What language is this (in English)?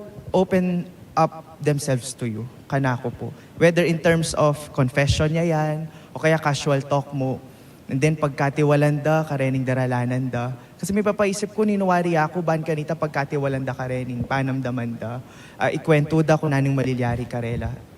Pampanga